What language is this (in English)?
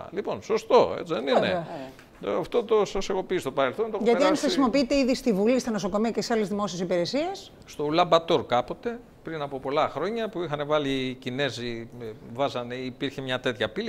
Greek